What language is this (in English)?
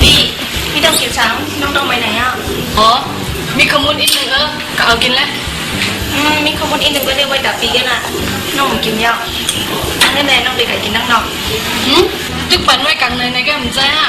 Shan